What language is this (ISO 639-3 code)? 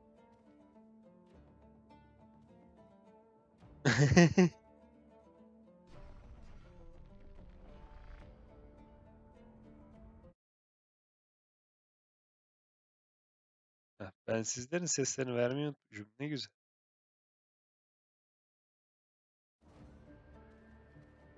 tur